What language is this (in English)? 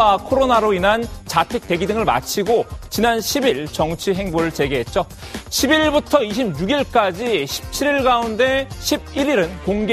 Korean